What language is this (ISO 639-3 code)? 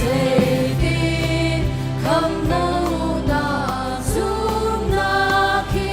cnh